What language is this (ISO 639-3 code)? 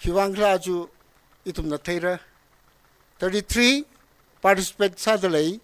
nmf